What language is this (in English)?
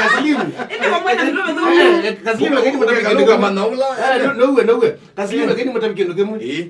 Kamba